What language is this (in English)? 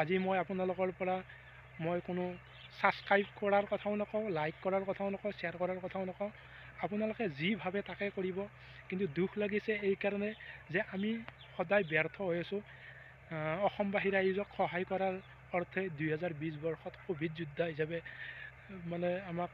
Assamese